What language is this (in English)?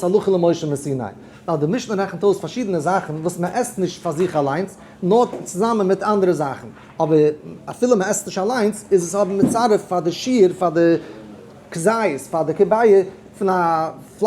Yiddish